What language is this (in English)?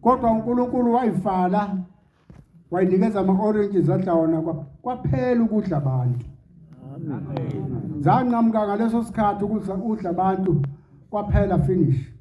Zulu